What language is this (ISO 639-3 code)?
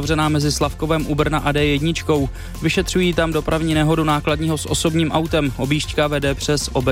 ces